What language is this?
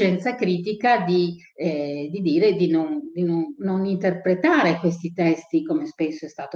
Italian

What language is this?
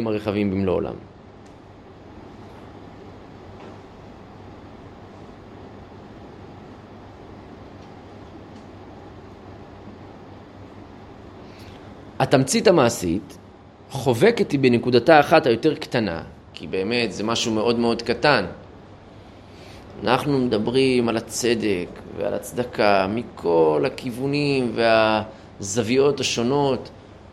Hebrew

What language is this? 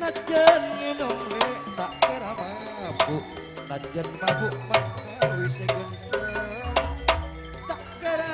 Madurese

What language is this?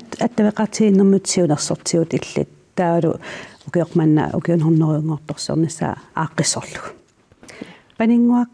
Kalaallisut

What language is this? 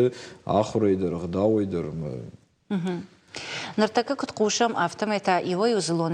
Ossetic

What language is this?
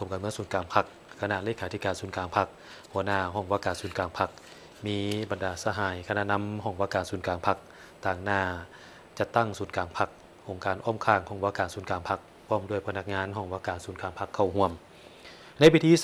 Lao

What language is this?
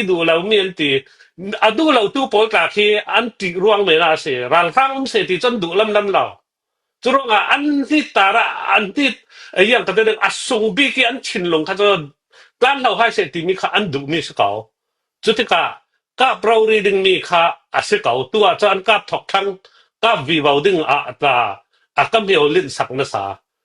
Hakha Chin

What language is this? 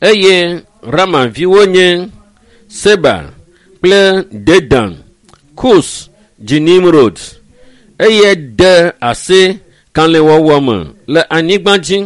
Ewe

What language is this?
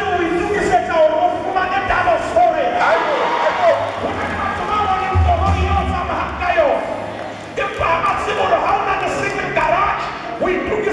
Southern Sotho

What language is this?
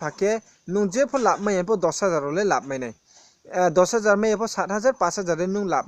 Riang (India)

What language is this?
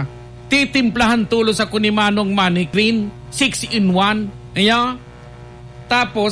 Bikol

